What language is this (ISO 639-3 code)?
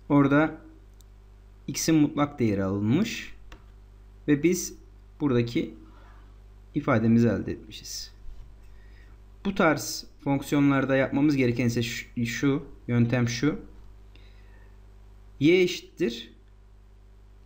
tur